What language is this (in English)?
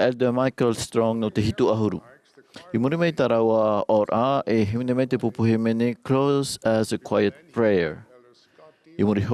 Tahitian